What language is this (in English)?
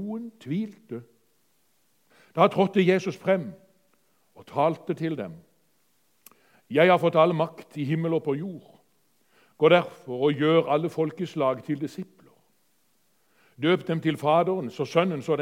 Norwegian